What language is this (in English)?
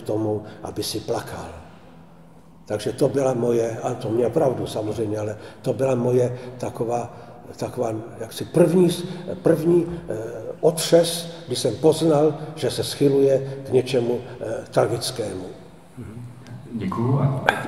Czech